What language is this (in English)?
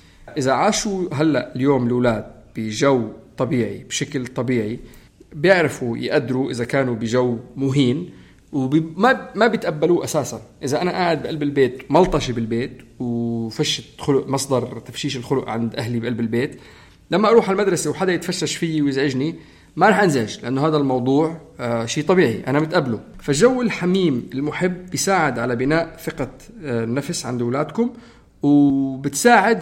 North Levantine Arabic